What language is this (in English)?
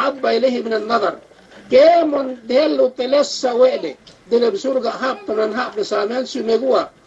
Yakan